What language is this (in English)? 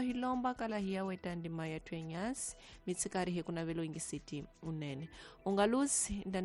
Tsonga